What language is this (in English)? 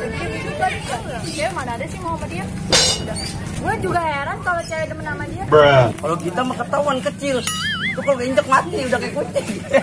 Betawi